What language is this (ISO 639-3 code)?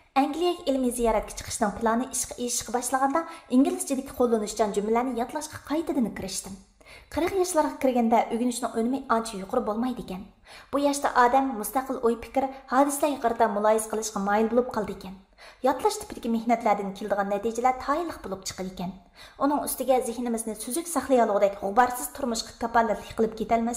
uig